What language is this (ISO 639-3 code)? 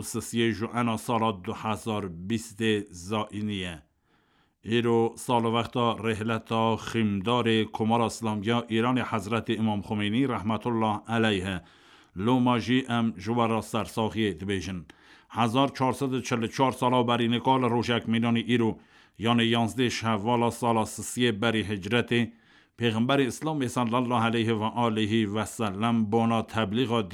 kur